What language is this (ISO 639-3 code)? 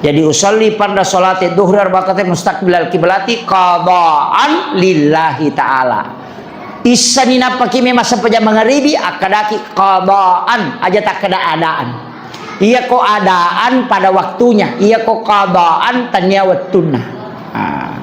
bug